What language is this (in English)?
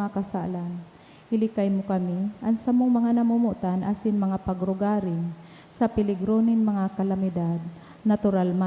Bikol